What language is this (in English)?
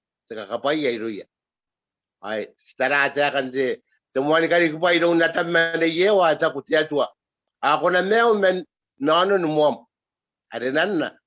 Gilbertese